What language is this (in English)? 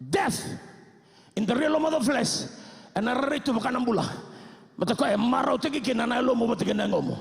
Fijian